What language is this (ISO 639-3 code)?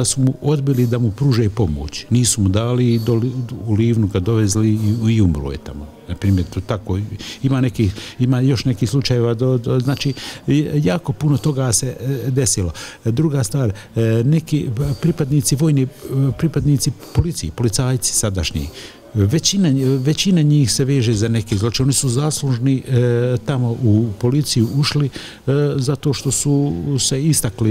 bos